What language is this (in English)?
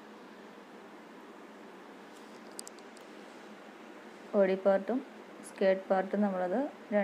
Malayalam